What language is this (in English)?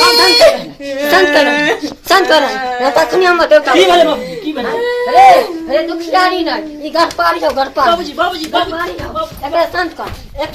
Maithili